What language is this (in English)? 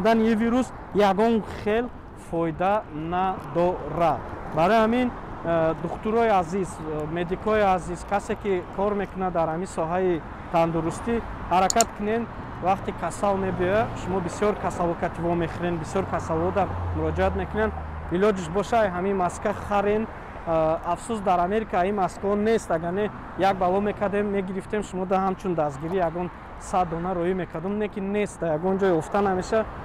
Tajik